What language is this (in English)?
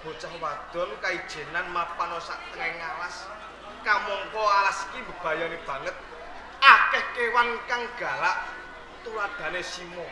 Javanese